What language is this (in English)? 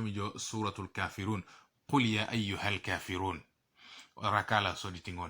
Teso